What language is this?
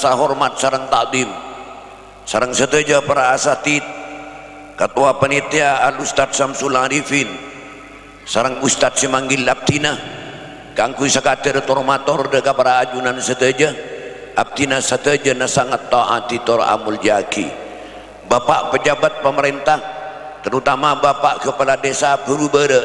Madurese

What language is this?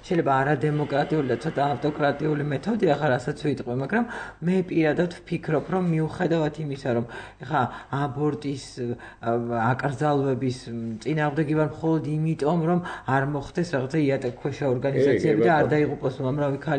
Georgian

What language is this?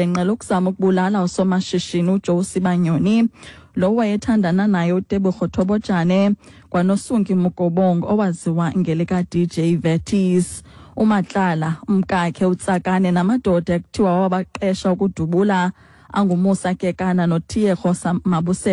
Xhosa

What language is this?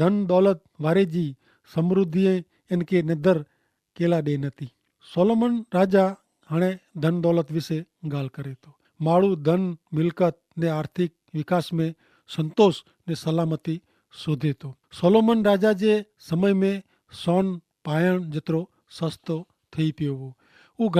Kachhi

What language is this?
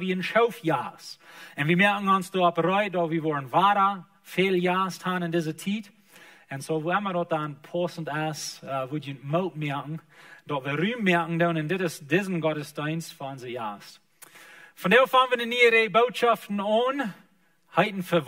Plautdietsch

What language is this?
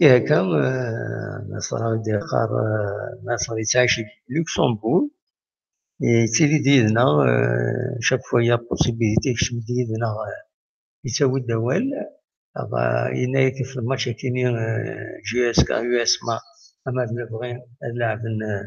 Kabyle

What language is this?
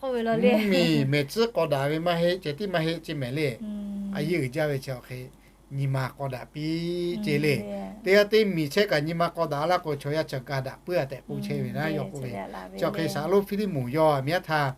Lahu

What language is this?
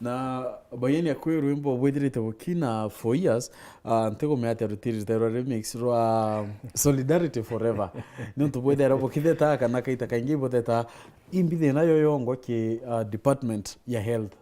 Meru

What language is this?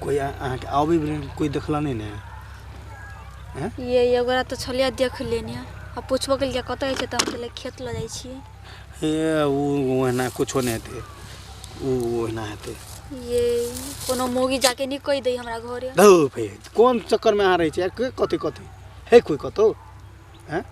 Maithili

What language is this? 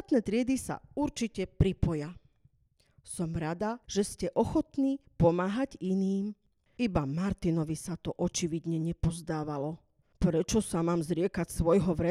Slovak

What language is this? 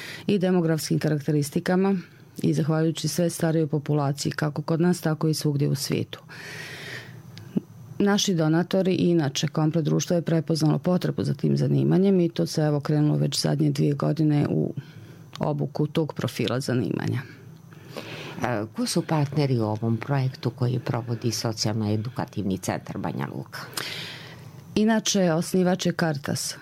Bosnian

